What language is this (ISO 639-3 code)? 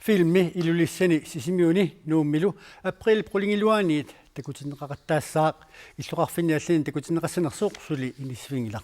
kal